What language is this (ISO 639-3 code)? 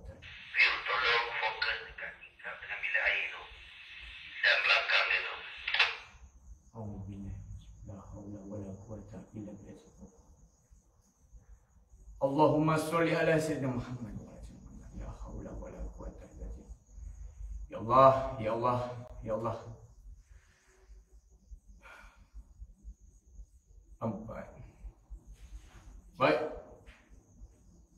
msa